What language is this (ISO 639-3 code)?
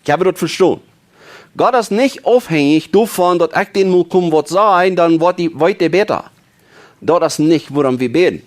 pdt